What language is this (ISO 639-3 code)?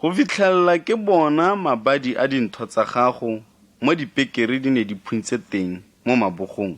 tsn